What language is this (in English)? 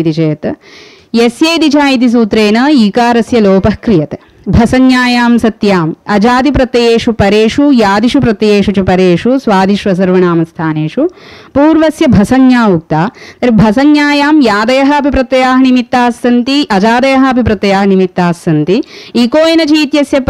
Sanskrit